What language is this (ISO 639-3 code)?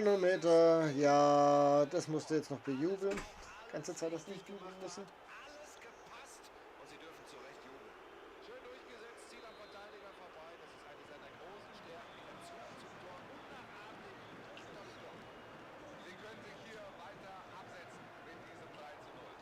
bar